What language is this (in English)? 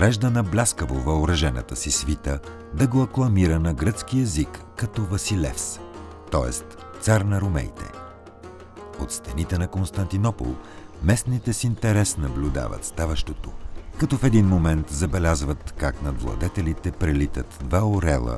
Bulgarian